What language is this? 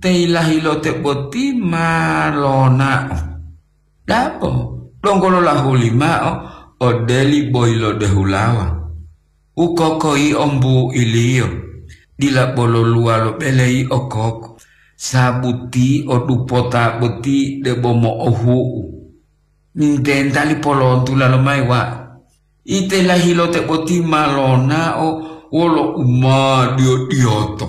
Gorontalo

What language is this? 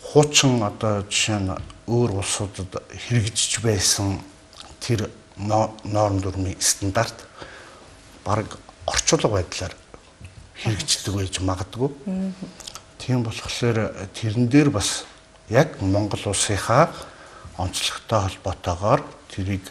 Mongolian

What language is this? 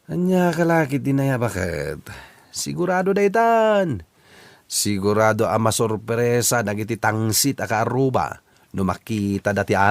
Iloko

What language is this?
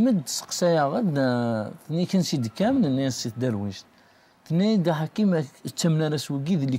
Kabyle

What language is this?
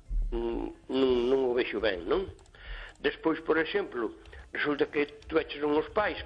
Galician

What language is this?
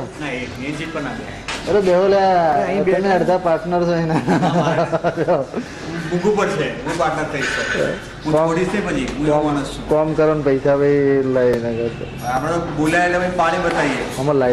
Gujarati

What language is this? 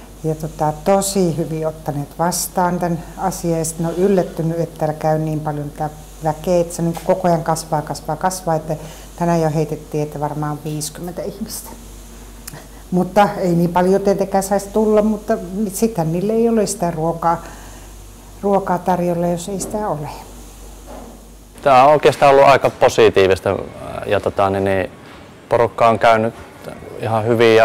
Finnish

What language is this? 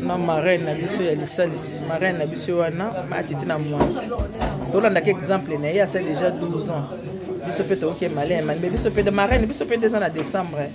Lingala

